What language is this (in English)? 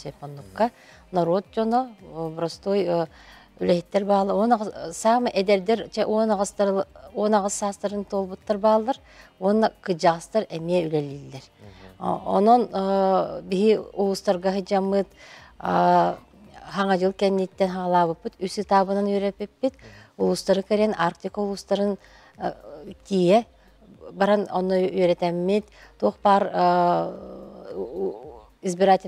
Yakut